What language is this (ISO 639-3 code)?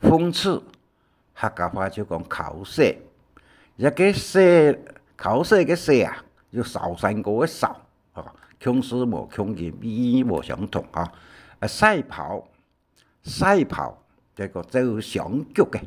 hak